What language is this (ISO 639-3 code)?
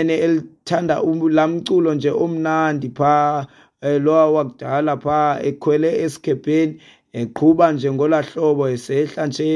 xho